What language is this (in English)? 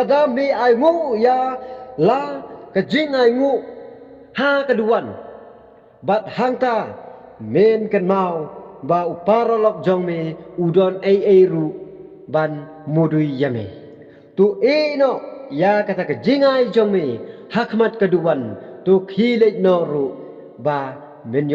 Khasi